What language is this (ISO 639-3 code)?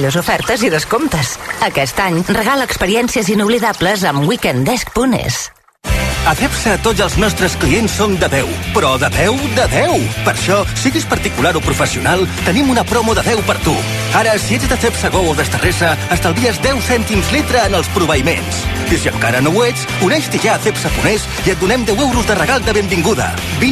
cat